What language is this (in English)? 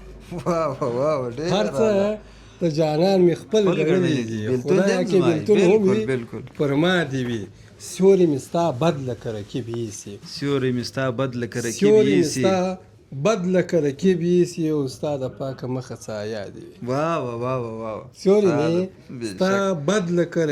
Pashto